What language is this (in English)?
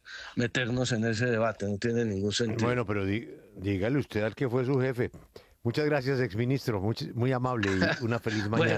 Spanish